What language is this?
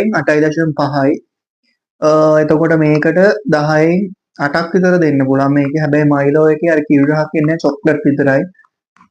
Sinhala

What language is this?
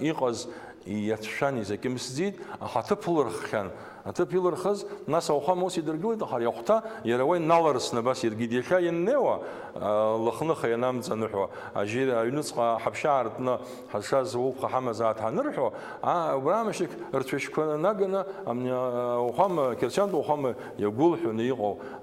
Abkhazian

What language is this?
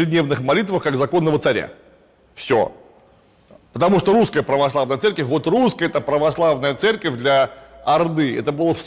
Russian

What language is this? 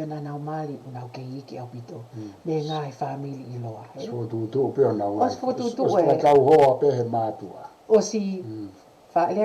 Tongan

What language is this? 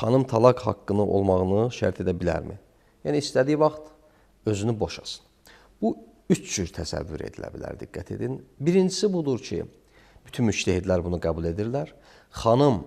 Azerbaijani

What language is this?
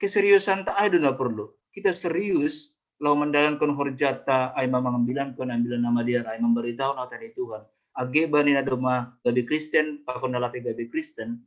Batak Simalungun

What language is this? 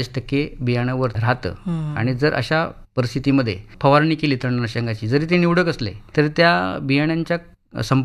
Marathi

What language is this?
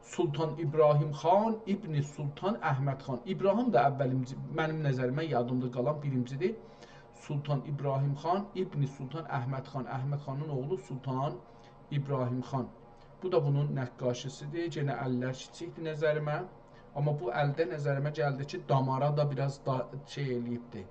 South Azerbaijani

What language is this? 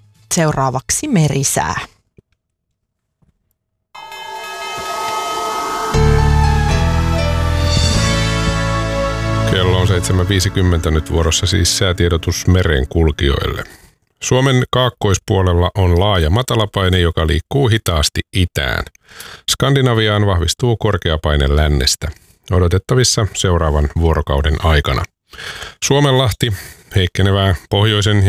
Finnish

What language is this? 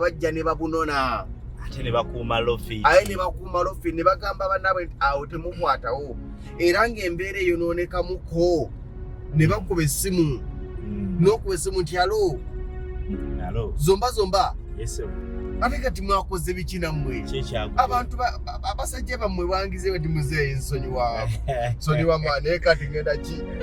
Ganda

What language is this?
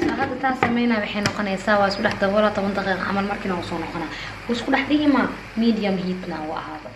Somali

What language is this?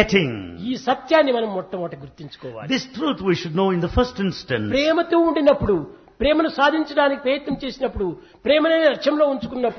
Telugu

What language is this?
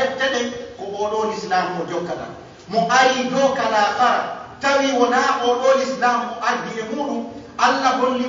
Pular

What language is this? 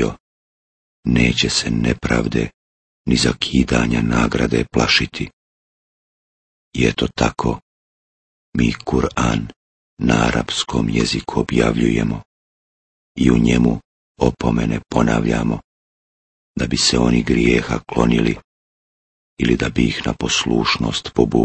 Bosnian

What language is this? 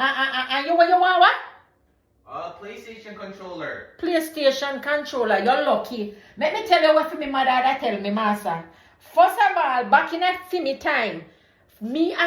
Jamaican Creole English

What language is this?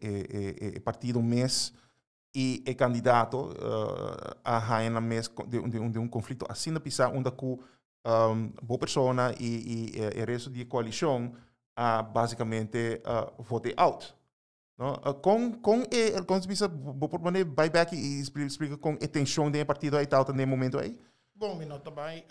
Papiamento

